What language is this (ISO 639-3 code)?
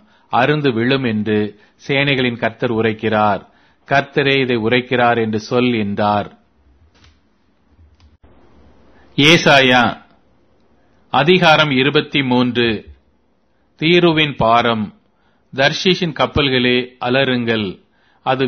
tam